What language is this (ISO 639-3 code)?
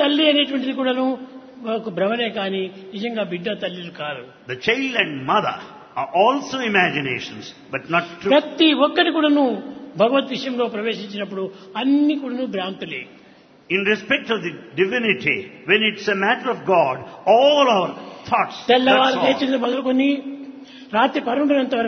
tel